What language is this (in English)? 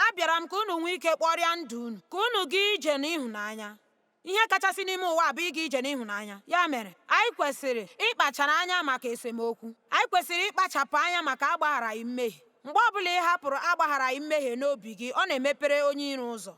Igbo